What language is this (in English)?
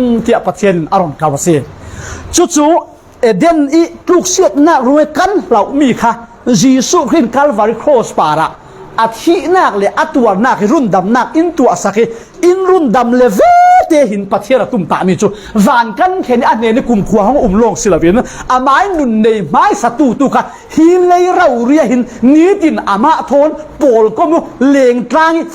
Falam Chin